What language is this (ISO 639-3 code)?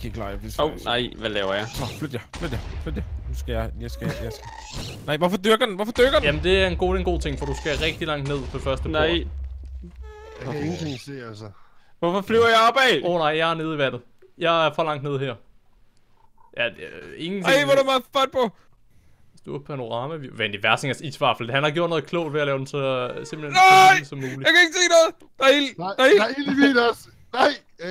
dan